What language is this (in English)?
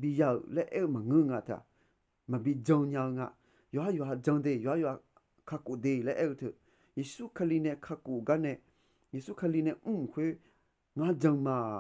Akha